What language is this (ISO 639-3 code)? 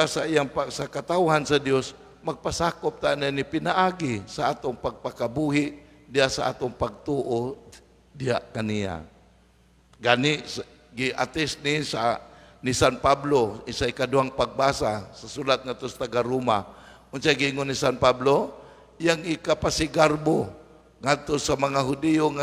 ceb